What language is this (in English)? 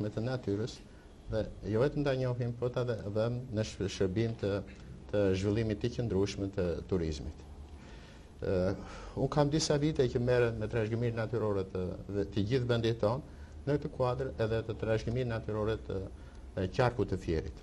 Albanian